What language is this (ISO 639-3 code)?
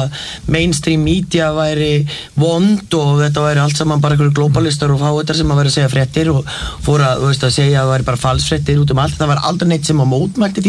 isl